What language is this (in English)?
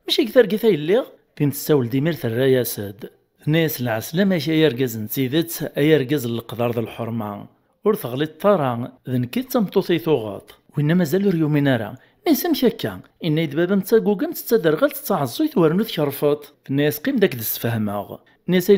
Kabyle